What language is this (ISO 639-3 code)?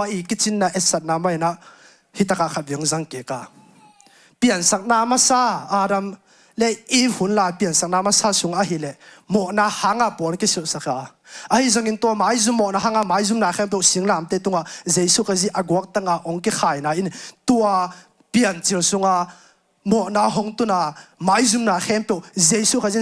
ctd